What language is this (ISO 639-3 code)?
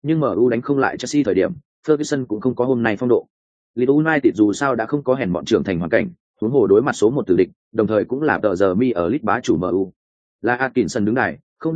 vie